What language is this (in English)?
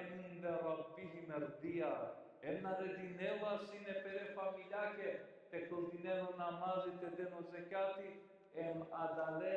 Balkan Romani